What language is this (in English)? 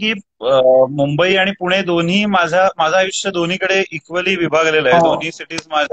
Marathi